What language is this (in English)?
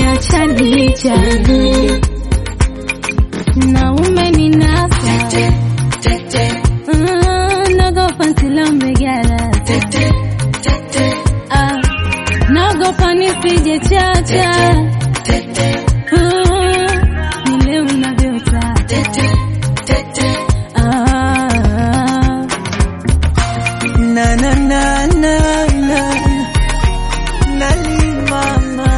Swahili